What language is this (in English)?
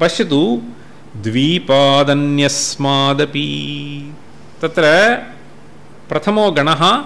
Sanskrit